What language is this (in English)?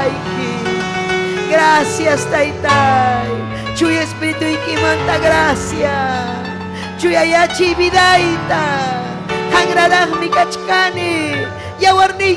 Ayacucho Quechua